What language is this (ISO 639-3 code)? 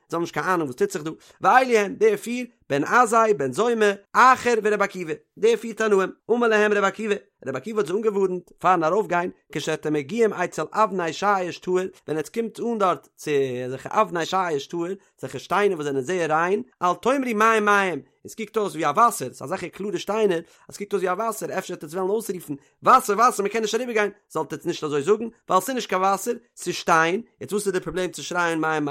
yid